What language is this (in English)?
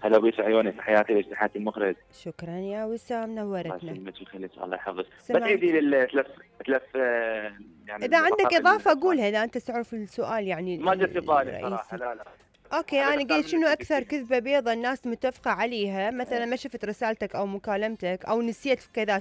Mesopotamian Arabic